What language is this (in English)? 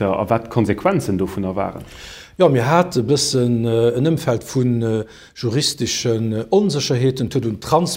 Luxembourgish